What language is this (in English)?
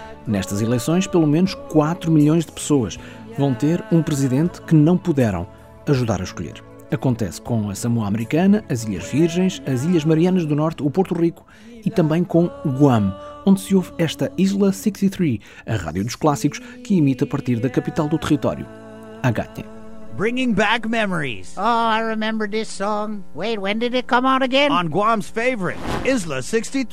Portuguese